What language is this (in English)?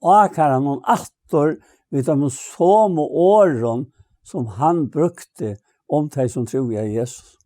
Faroese